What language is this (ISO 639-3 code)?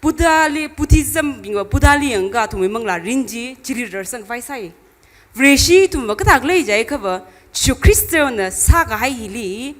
nmf